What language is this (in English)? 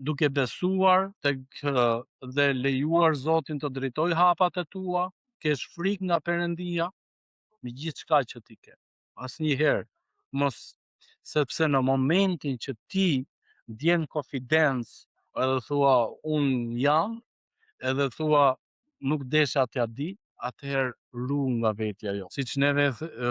Albanian